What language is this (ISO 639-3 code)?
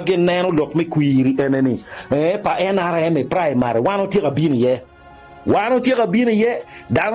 ach